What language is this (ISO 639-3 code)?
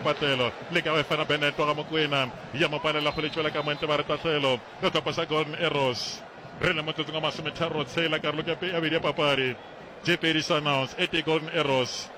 nso